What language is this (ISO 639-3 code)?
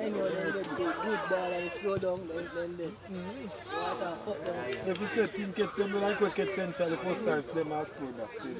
jam